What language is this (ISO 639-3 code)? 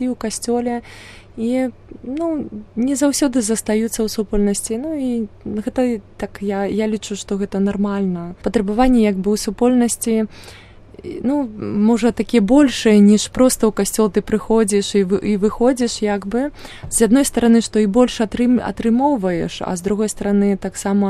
bel